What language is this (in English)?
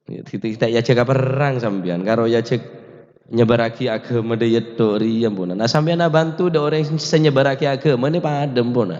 Madurese